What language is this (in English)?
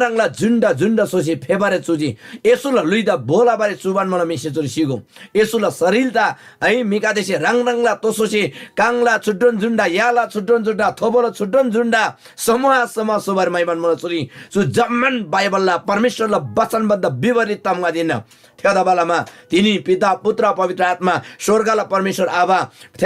Eastern Tamang